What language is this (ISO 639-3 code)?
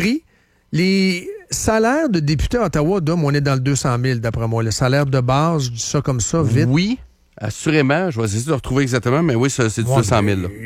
fra